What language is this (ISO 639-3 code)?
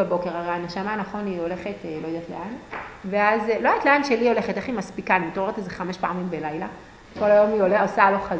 heb